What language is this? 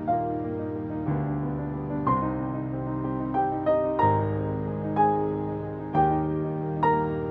Indonesian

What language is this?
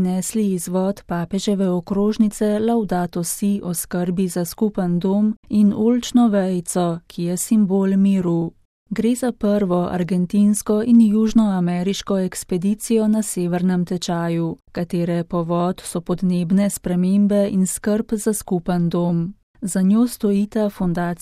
Slovenian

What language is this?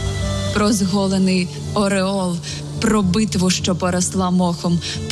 Ukrainian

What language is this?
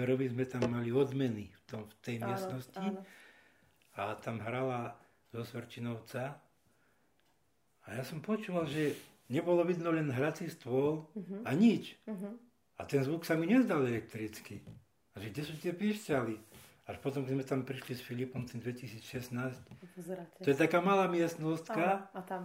Slovak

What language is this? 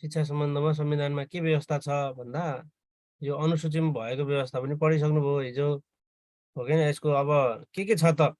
Nepali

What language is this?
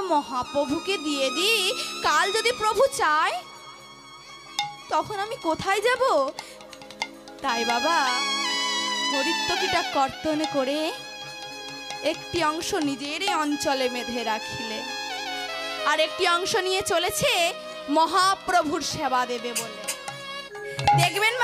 Bangla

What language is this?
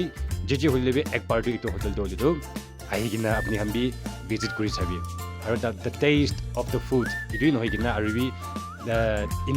Naga Pidgin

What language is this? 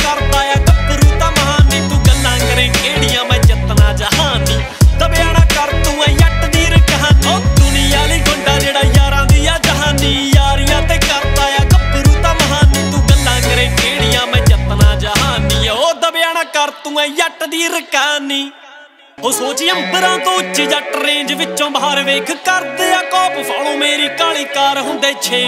Punjabi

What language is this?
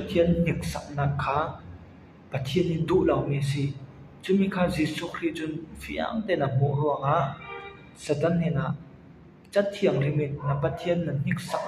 Falam Chin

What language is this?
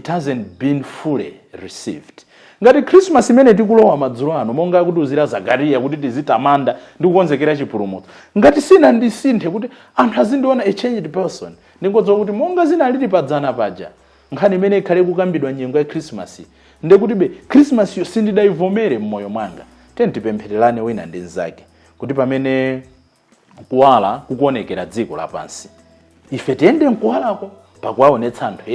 Nyanja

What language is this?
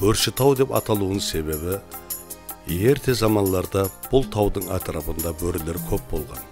Kara-Kalpak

